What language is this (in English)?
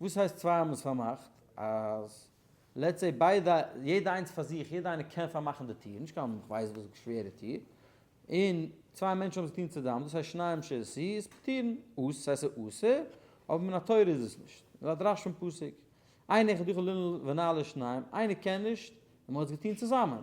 Yiddish